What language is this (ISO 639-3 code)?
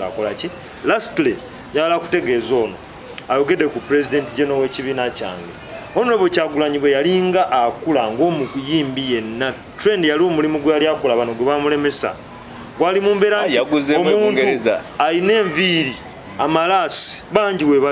lug